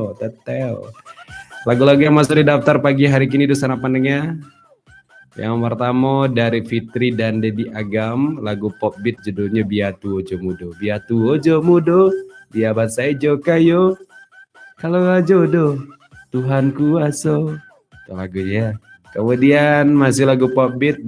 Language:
Minangkabau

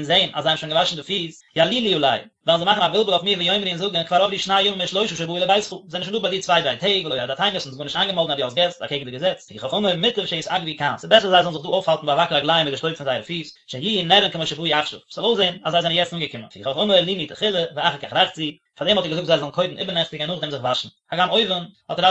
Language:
Yiddish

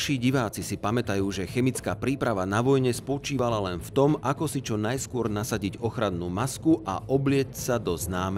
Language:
Slovak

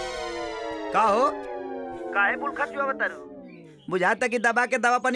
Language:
Bhojpuri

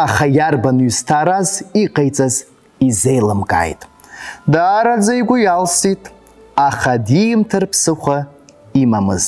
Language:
Abkhazian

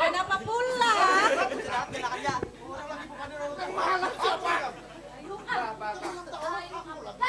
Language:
Banjar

